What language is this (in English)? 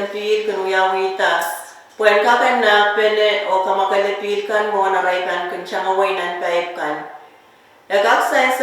Pohnpeian